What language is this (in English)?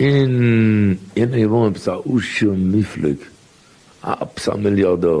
Yiddish